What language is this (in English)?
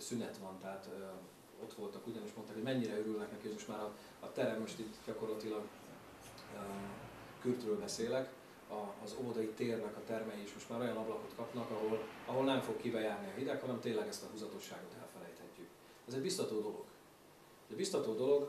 Hungarian